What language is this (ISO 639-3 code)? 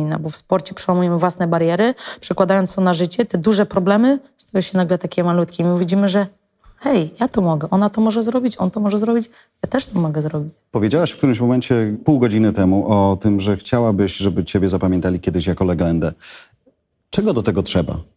pol